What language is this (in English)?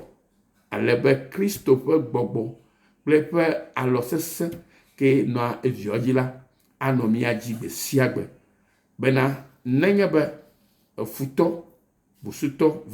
Ewe